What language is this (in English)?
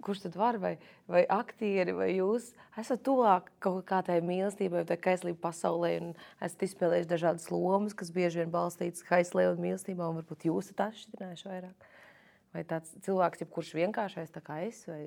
Latvian